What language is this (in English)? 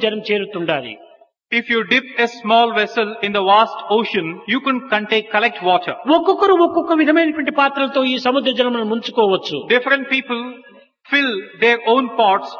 Telugu